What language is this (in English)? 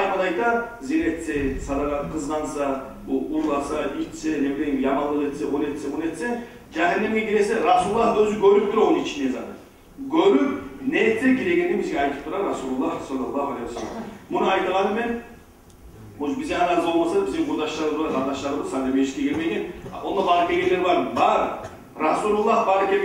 Kumyk